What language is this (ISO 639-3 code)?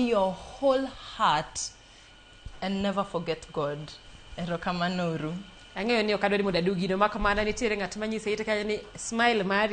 luo